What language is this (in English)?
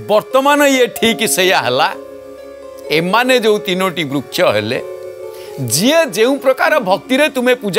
Odia